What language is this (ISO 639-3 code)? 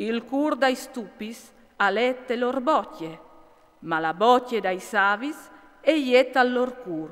fur